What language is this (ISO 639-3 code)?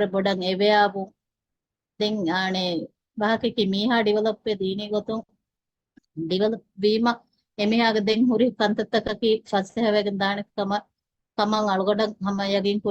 div